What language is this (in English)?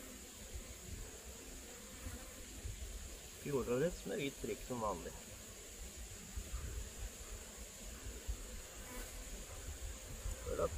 Norwegian